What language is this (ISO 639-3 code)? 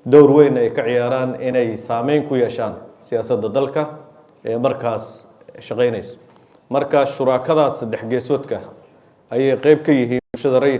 som